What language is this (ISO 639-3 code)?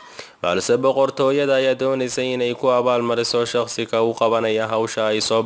som